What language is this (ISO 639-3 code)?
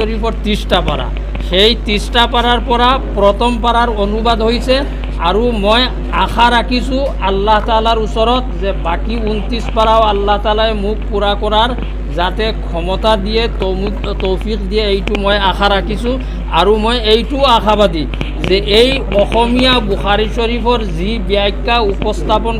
asm